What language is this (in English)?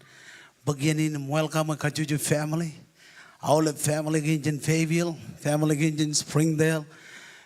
Marshallese